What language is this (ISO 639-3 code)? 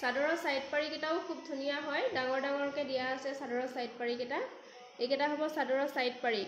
asm